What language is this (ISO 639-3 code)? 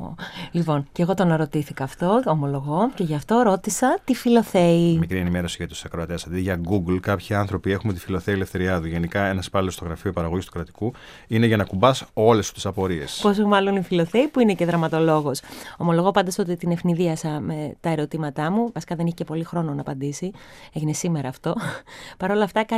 ell